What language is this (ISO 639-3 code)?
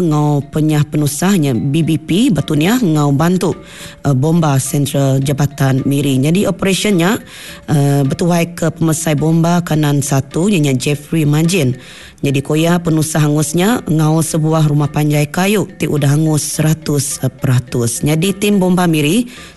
iba